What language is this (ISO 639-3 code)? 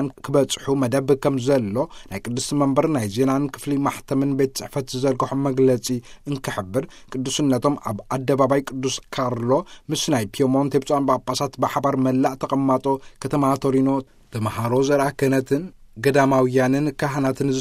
tir